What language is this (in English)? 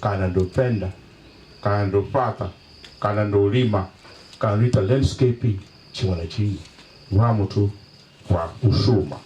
Venda